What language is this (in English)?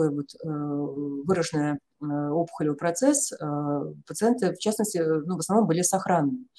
Russian